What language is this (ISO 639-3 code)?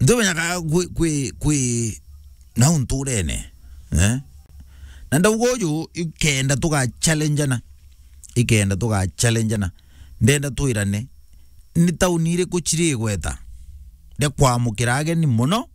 mer